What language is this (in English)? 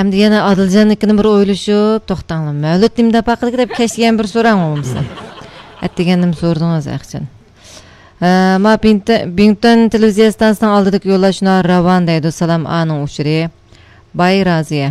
Uyghur